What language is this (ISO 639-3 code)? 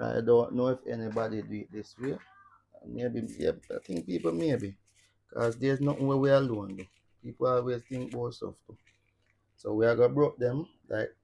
jam